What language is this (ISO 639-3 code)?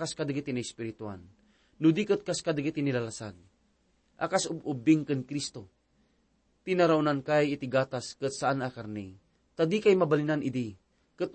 ilo